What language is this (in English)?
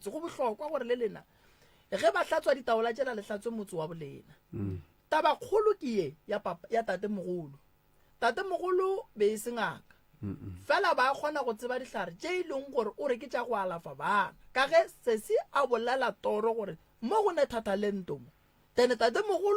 Northern Sotho